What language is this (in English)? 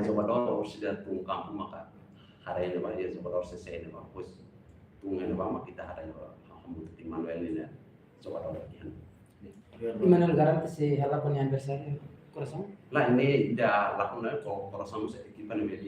Tetum